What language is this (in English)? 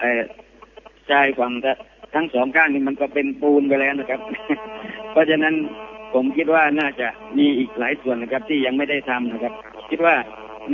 Thai